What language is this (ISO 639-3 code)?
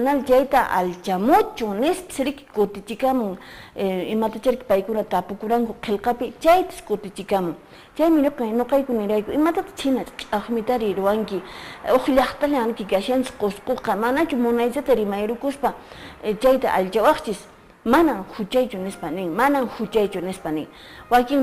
que